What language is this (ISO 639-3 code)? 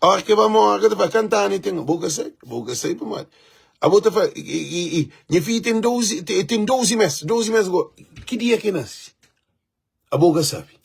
kea